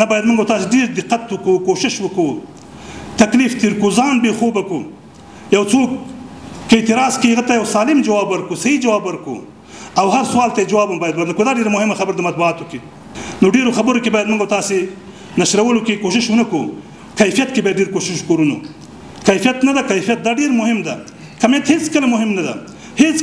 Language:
Pashto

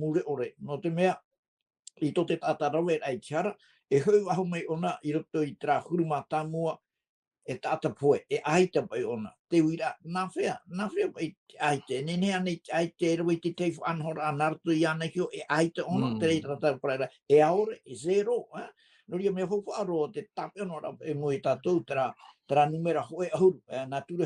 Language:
Tahitian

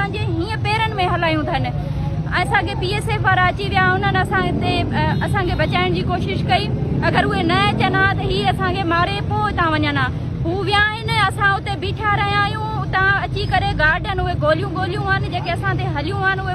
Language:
Sindhi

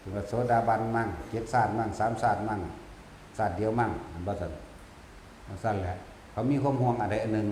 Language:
Northeastern Thai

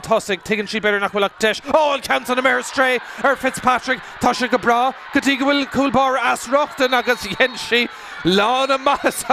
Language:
Irish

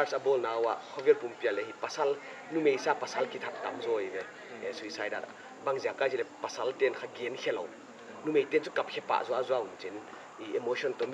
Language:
Paite Chin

